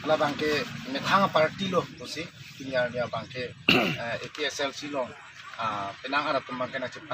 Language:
Karbi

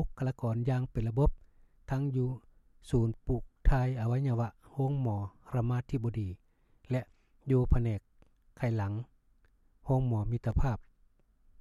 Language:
Lao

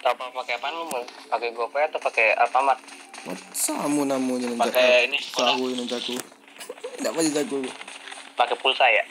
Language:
Minangkabau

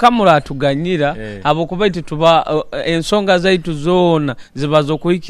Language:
Nyoro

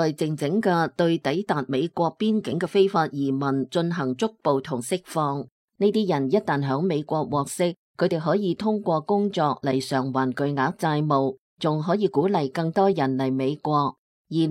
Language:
Cantonese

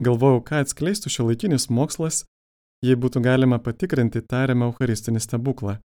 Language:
Lithuanian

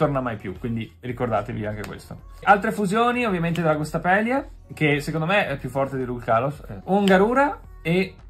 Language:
Italian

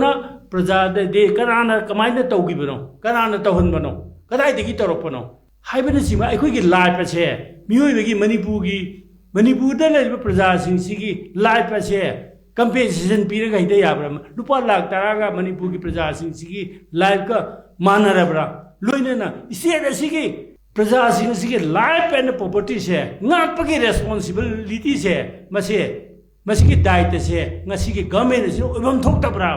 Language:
Manipuri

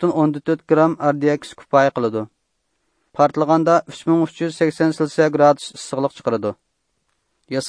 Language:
Uyghur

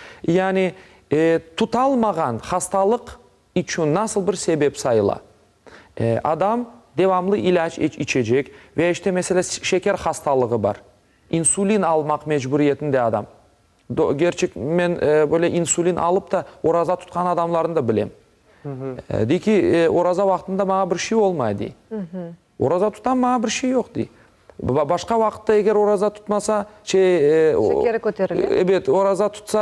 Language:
Crimean Tatar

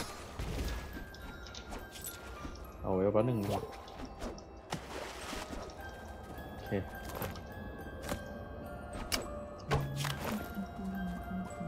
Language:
Thai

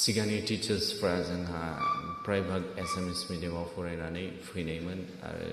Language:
Bodo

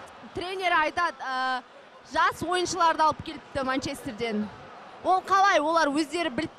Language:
Kazakh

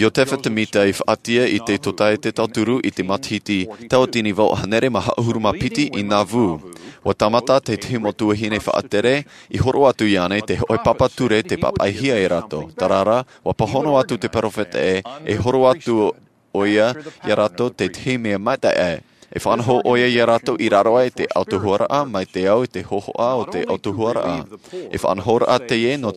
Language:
Tahitian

